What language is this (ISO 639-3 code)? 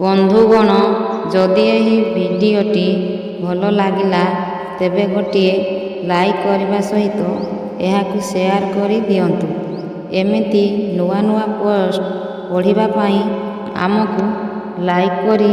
ori